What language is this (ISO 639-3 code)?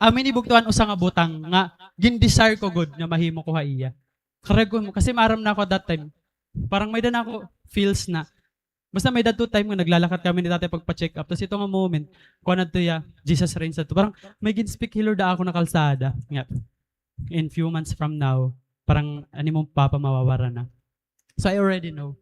war